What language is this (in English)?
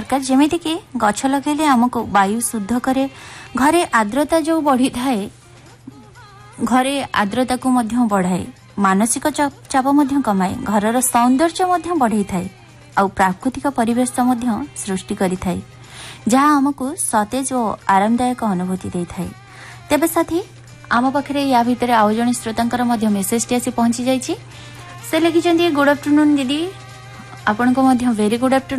Odia